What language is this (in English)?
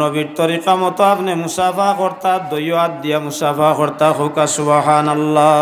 Sylheti